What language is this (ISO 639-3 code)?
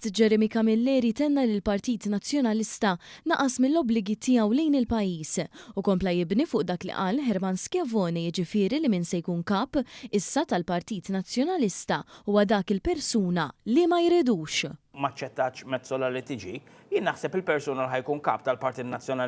mlt